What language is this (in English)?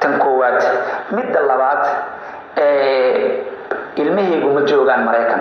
Somali